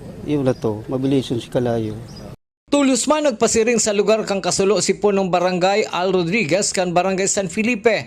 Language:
Bikol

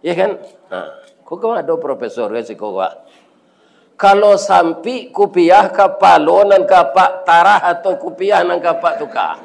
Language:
Minangkabau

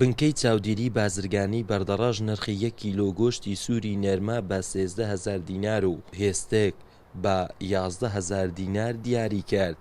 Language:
Central Kurdish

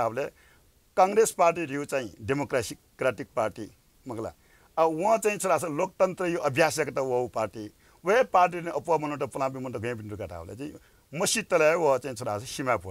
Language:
Newari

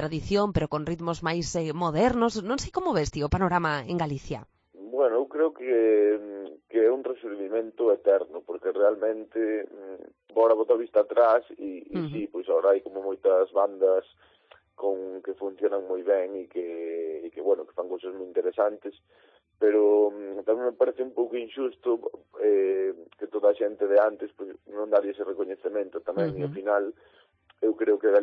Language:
Galician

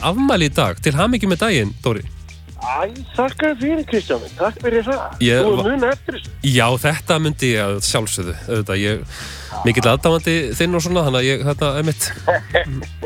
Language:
Icelandic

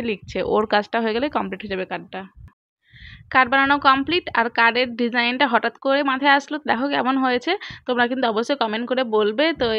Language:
Bangla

